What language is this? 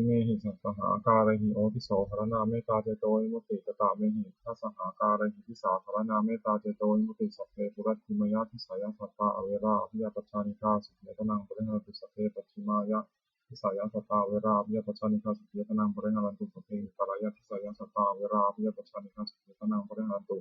Pali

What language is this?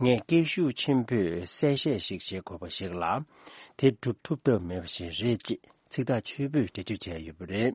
Tibetan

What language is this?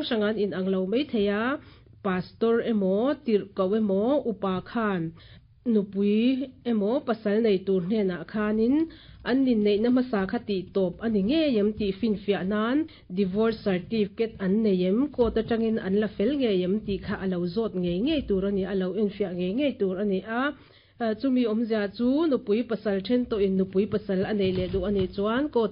Mizo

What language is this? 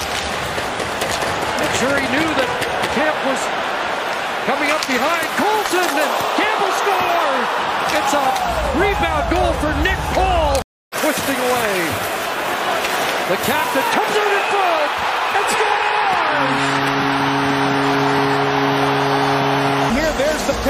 English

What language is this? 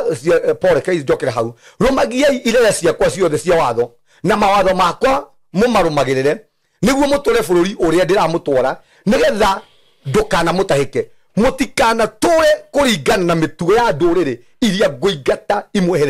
Kikuyu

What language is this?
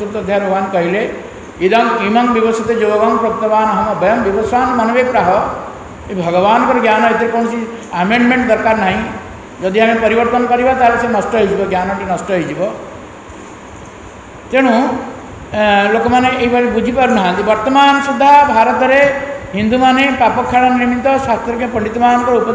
Odia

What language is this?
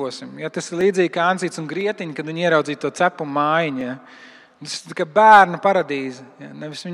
Latvian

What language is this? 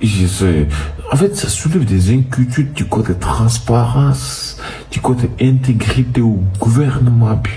Wolof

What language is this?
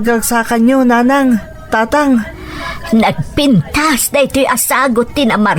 Iloko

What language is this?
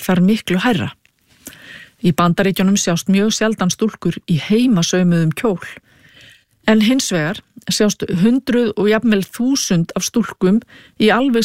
Icelandic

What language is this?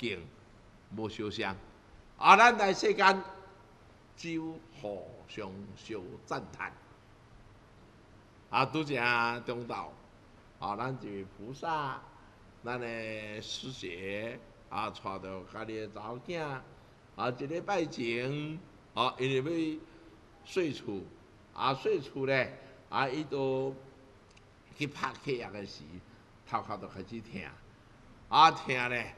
Min Nan Chinese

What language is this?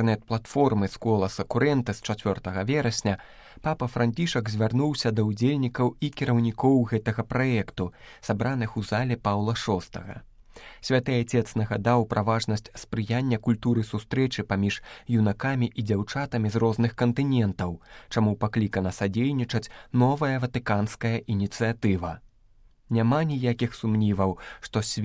Belarusian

